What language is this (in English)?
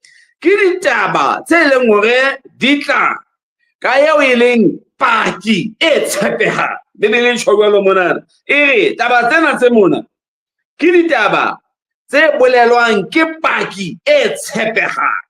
Southern Sotho